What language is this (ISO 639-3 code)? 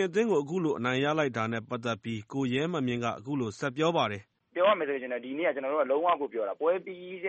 mya